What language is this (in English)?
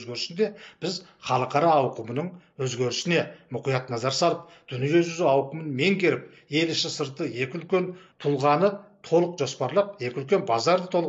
Kazakh